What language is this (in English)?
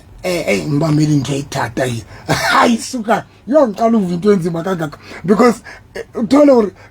Southern Sotho